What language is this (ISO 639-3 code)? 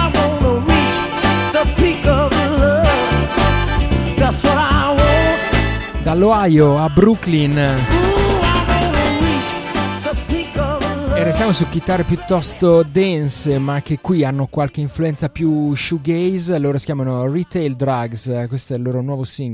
ita